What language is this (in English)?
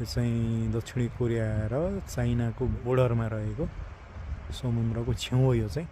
Nepali